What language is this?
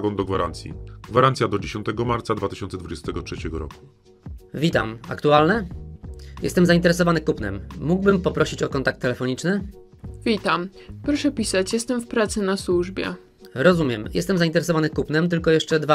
Polish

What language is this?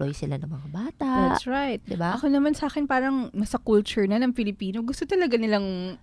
Filipino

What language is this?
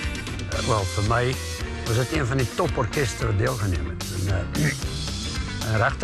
Afrikaans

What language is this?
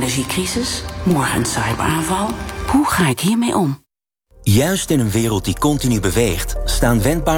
Dutch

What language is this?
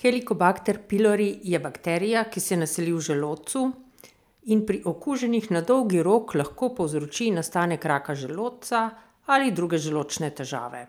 Slovenian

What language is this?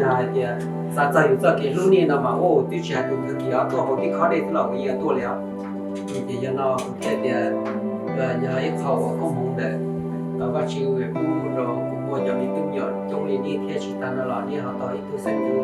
Hmong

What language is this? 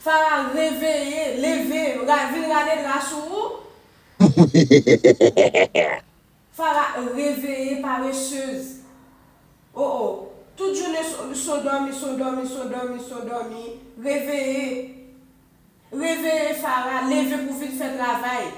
Haitian Creole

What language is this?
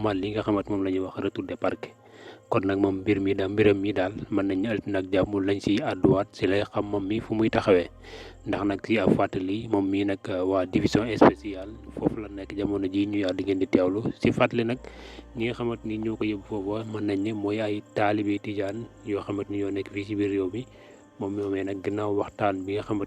Wolof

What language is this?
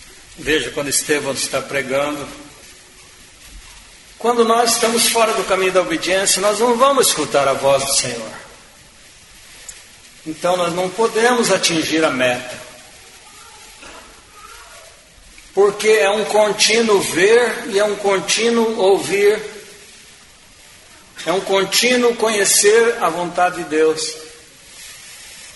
Portuguese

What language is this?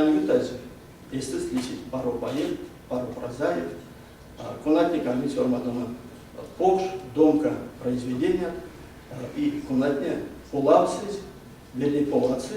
Erzya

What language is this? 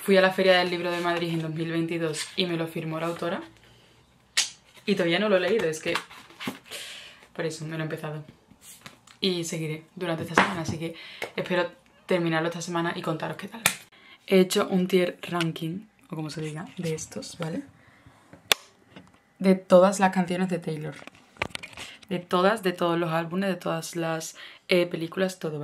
Spanish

